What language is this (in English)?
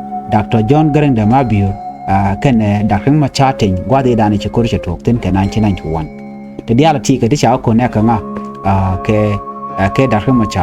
Nuer